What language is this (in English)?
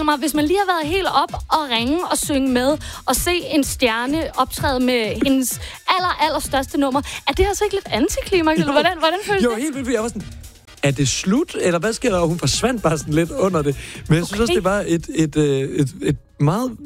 Danish